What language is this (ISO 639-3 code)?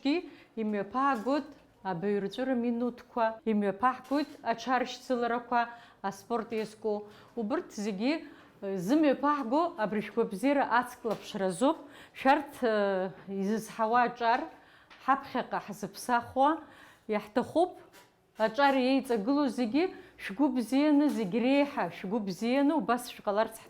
abk